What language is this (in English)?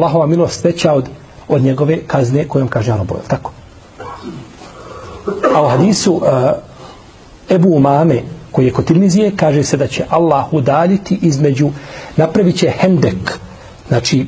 Bosnian